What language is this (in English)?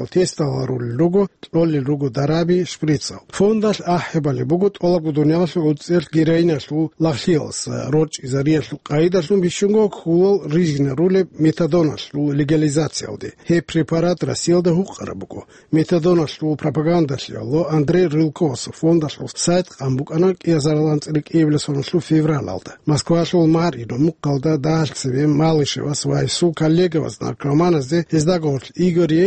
Avaric